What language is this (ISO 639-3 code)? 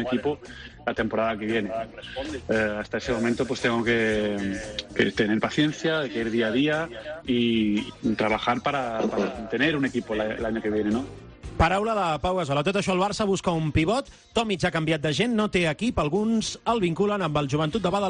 cat